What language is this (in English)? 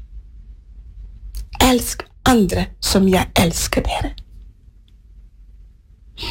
Norwegian